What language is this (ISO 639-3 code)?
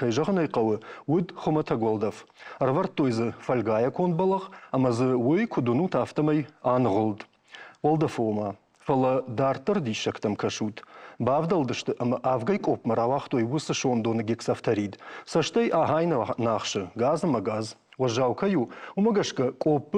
oss